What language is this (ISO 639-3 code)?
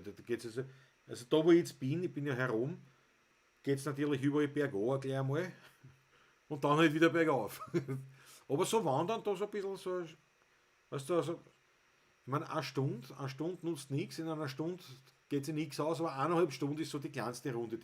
bar